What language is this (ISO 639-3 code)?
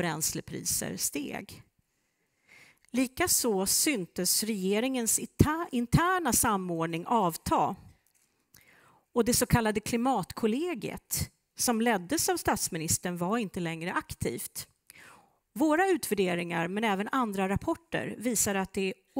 swe